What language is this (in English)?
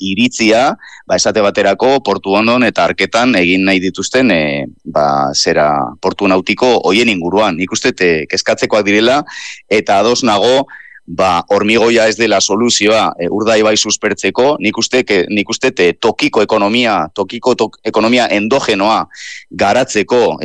Basque